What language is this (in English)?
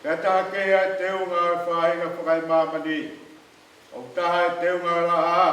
Tongan